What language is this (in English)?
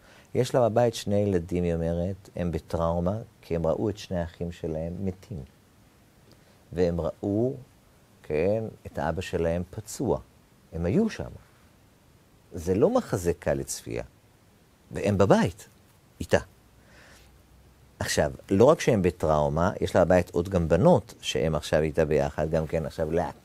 Hebrew